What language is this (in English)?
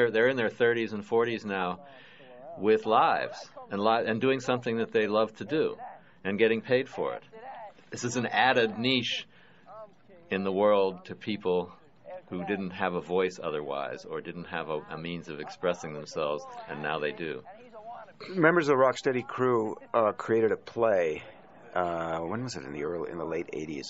English